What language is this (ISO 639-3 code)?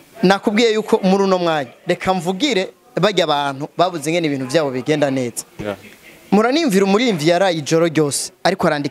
run